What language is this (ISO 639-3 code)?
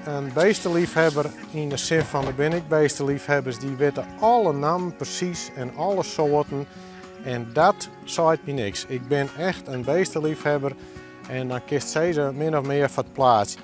fry